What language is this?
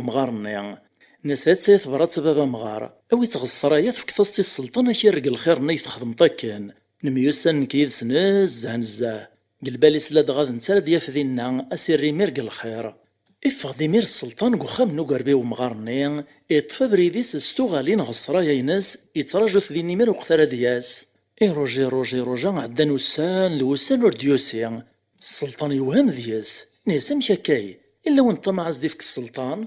Kabyle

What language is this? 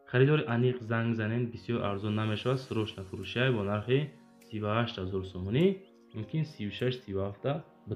Tajik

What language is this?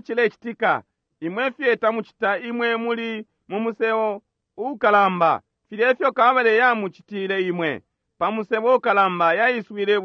Bemba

